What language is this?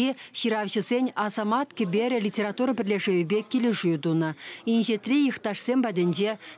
Chuvash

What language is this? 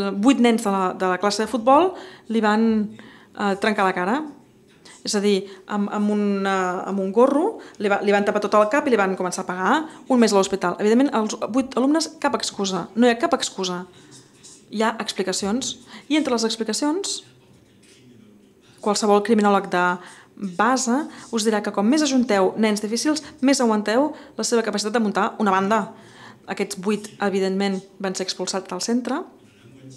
Catalan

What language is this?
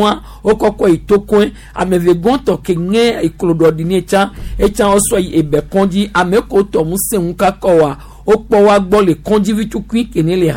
Gen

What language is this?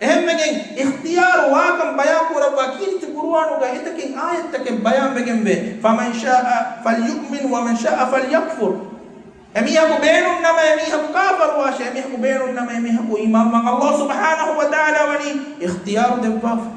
Divehi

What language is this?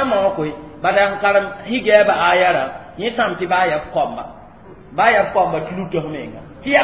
Mossi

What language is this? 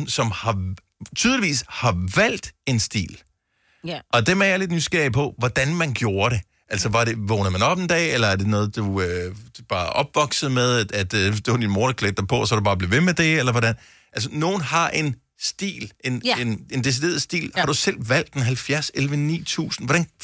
Danish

